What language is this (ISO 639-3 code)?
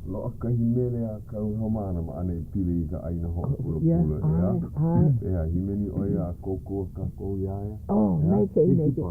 haw